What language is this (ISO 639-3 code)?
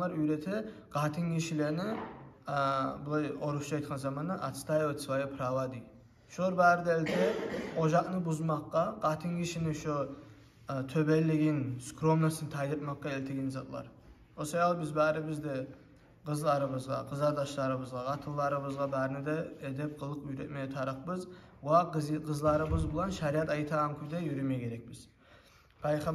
kum